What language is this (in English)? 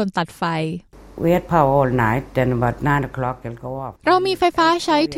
Thai